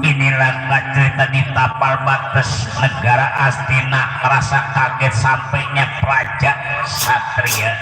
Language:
Betawi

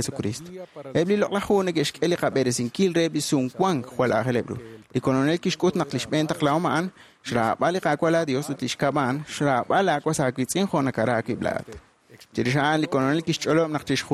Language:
Kekchí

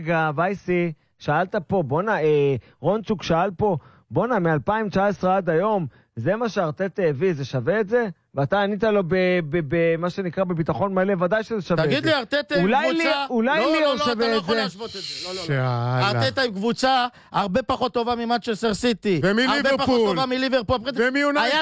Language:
Hebrew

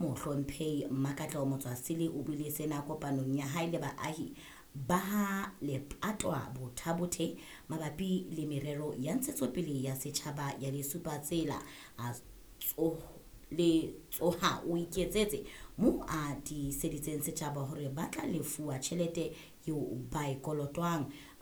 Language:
Southern Sotho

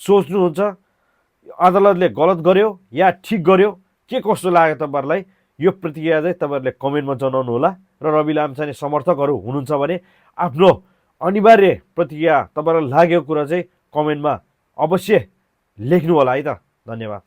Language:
Nepali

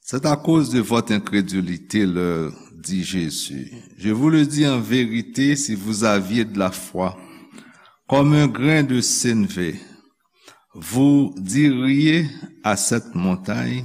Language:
Haitian Creole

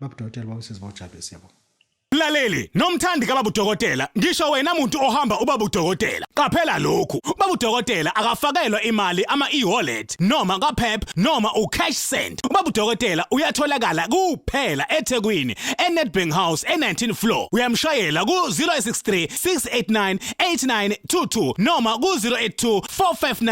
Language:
Zulu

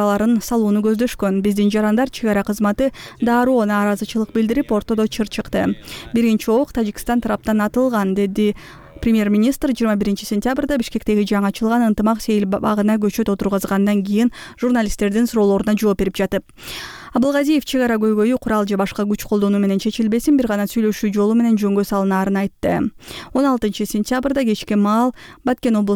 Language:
Kyrgyz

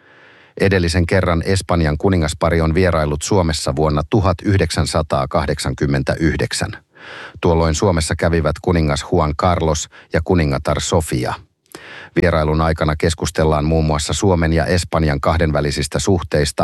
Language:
Finnish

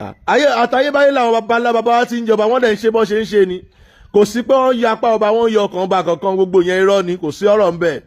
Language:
Yoruba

